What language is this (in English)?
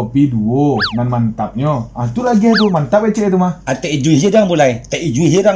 Minangkabau